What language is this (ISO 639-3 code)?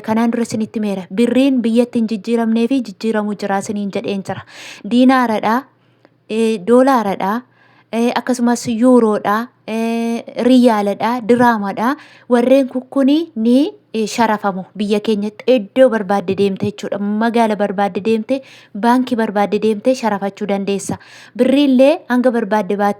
orm